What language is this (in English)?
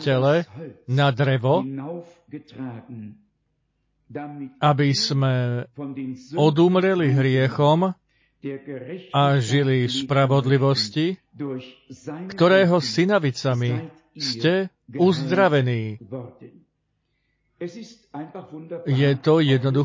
Slovak